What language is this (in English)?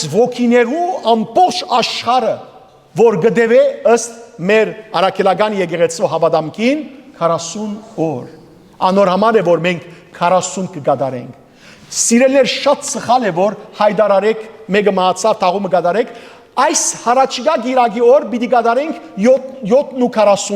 Western Armenian